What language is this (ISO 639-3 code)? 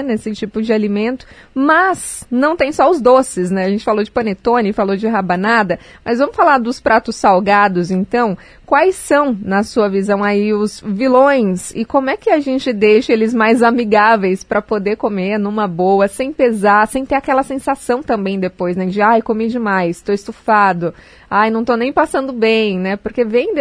por